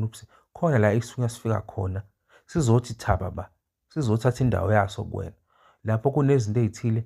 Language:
Zulu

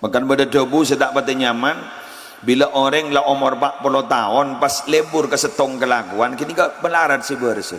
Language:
Madurese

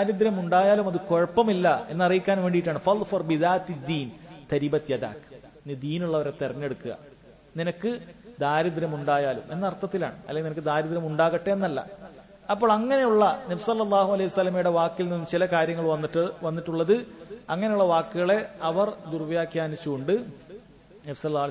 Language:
Malayalam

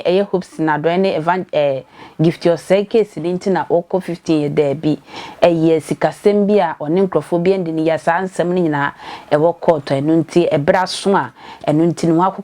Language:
Akan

